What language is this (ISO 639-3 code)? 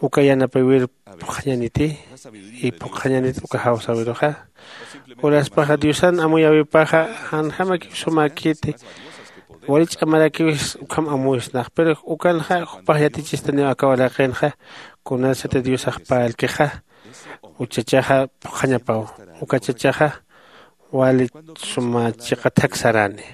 aym